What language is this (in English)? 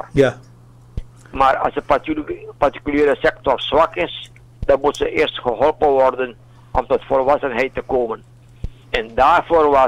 Dutch